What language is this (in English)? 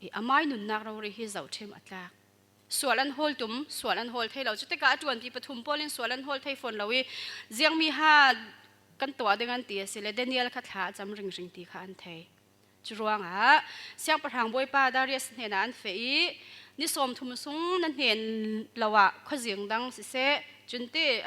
Falam Chin